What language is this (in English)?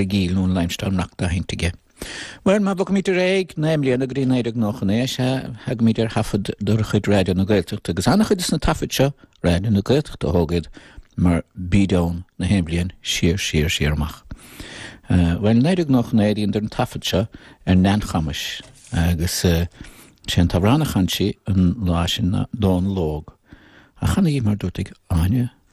Irish